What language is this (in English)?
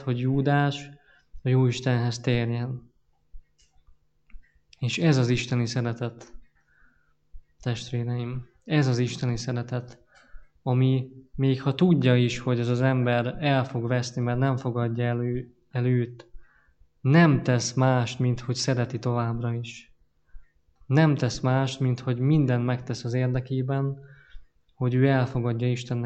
Hungarian